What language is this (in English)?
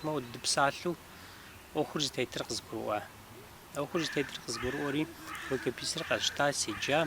Kabardian